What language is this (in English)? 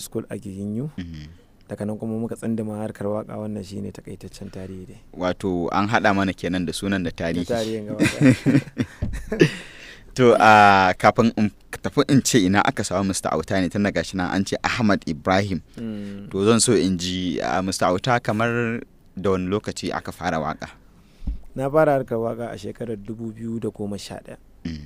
Hausa